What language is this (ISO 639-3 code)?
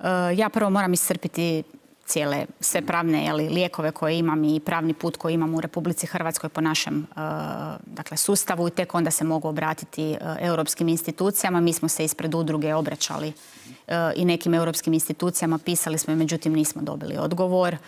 hrv